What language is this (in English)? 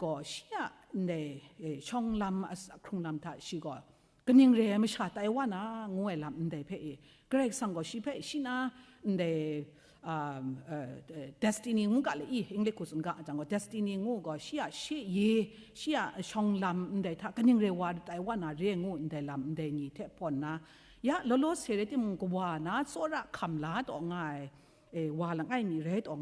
Kachin